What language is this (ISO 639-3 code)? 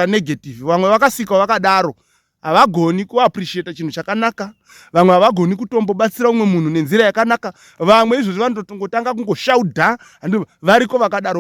sna